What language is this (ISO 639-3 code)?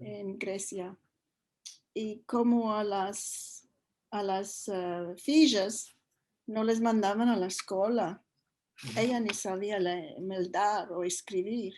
lad